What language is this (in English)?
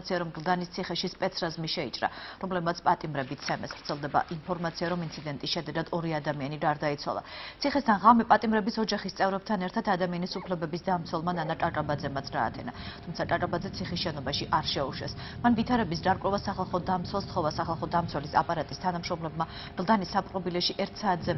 Georgian